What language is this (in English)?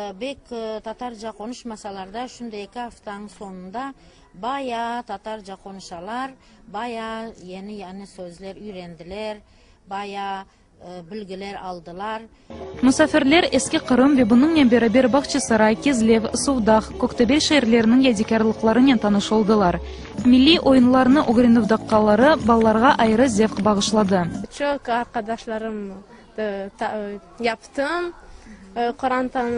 Crimean Tatar